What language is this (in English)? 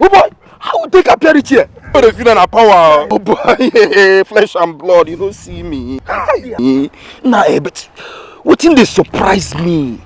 Nigerian Pidgin